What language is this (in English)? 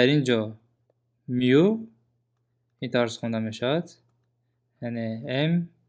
Tajik